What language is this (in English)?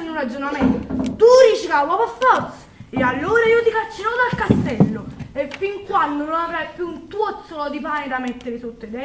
Neapolitan